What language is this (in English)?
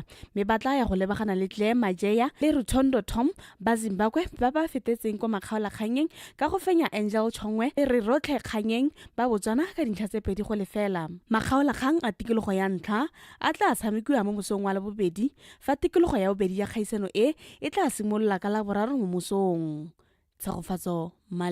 Tswana